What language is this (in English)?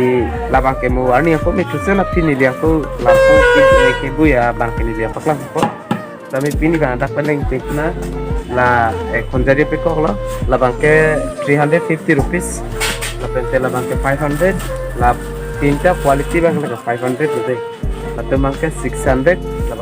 Karbi